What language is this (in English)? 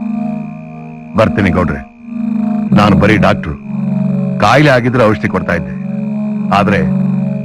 Kannada